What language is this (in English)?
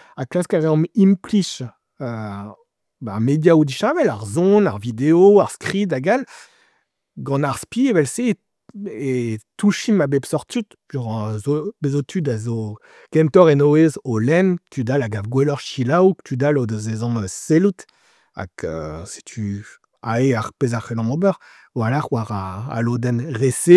Breton